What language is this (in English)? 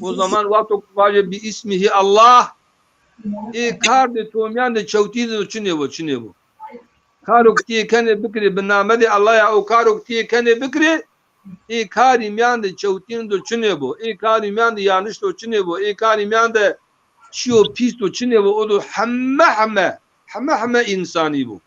Zaza